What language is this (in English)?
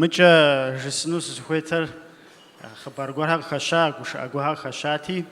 Kabardian